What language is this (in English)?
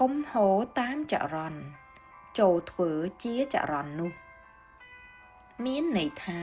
Khmer